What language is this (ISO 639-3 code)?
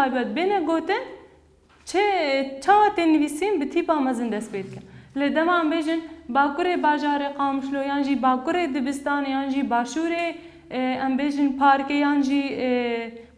kur